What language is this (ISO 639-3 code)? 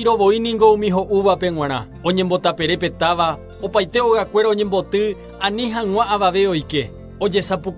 grn